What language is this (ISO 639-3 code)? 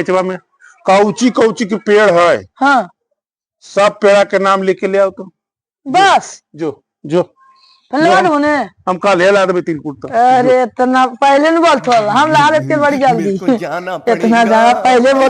mag